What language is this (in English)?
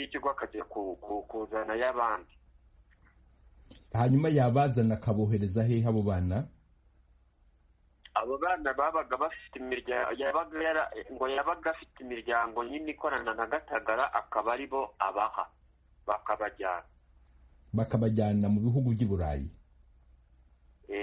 Kinyarwanda